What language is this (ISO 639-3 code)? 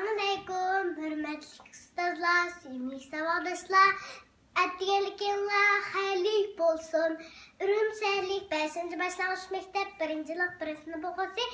uig